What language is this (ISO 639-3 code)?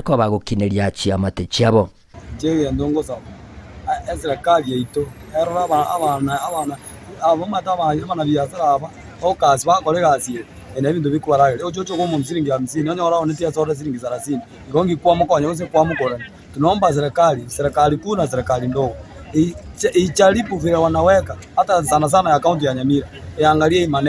guz